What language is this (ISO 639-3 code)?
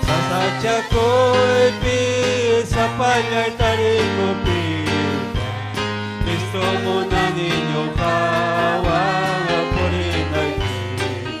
quy